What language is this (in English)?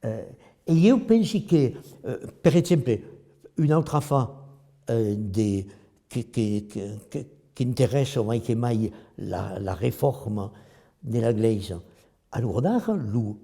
Occitan